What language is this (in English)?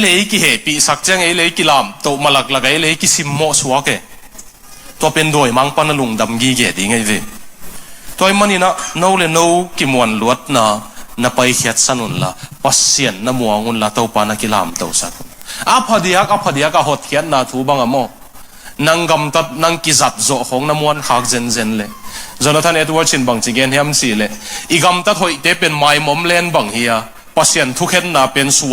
Tedim Chin